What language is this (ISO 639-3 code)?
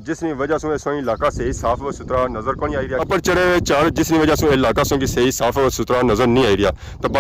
phr